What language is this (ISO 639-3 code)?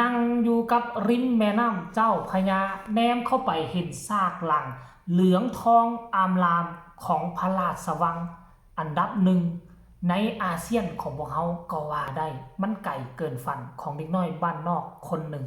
tts